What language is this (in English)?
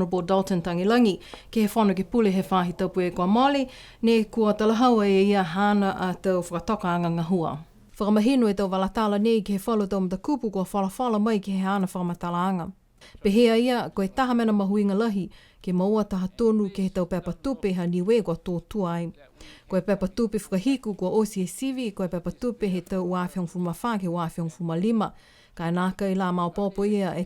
Niuean